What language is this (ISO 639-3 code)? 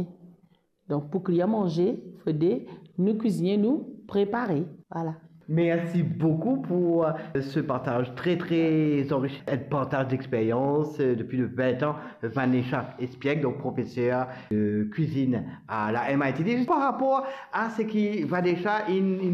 mfe